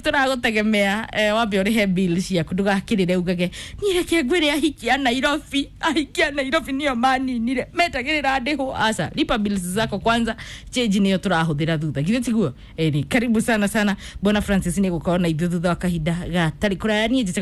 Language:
Kikuyu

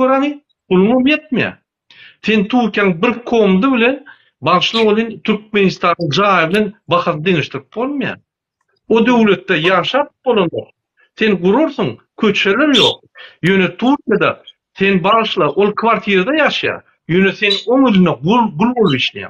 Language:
Turkmen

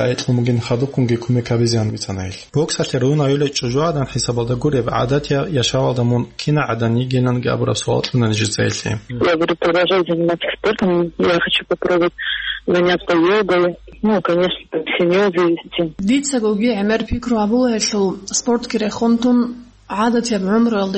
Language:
Avaric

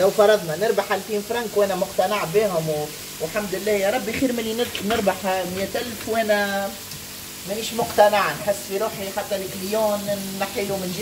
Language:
Tunisian Arabic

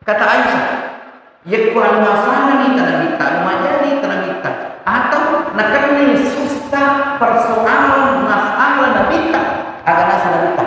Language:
Buginese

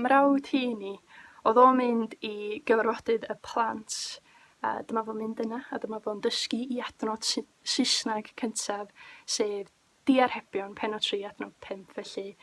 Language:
Welsh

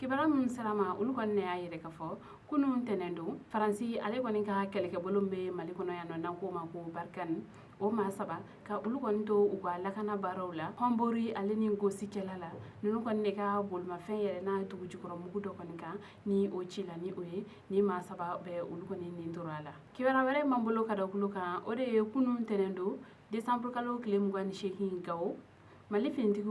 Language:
Bambara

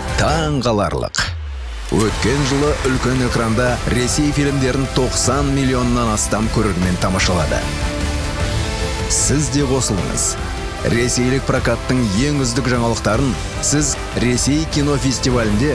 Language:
Kazakh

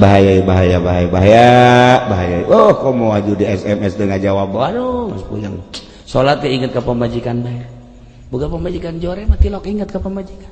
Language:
Sundanese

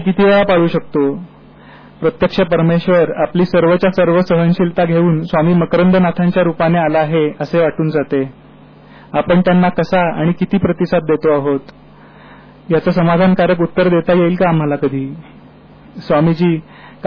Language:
Marathi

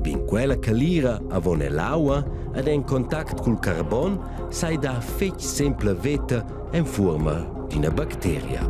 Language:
Romansh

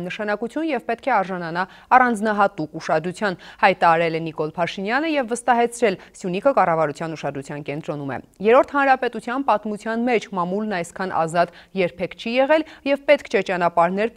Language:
Armenian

